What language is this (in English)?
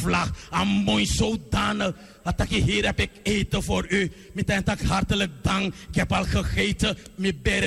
Sranan Tongo